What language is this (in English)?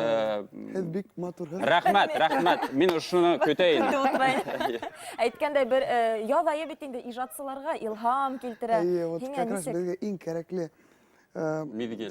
Bashkir